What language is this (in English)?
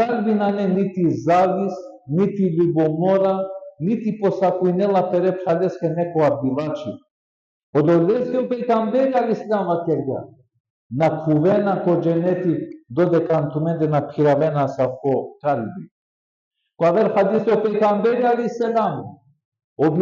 Balkan Romani